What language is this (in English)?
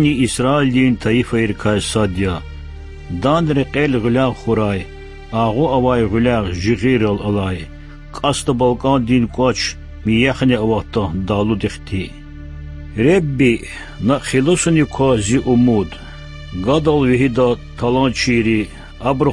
Lezghian